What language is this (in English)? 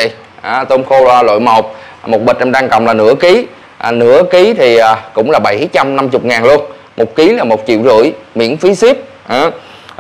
Vietnamese